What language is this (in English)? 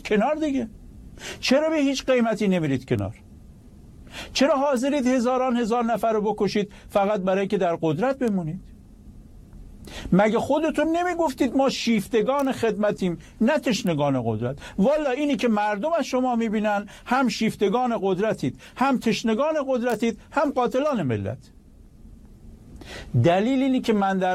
Persian